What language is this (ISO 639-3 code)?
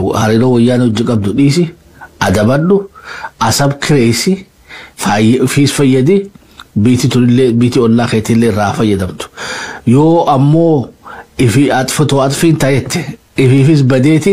orm